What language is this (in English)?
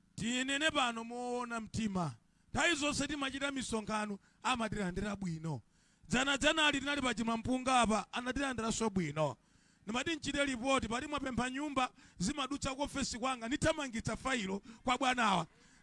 Nyanja